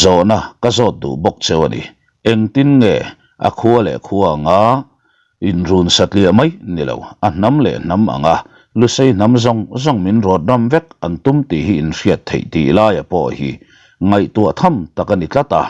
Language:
Mizo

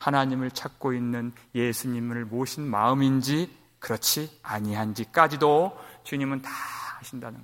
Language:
Korean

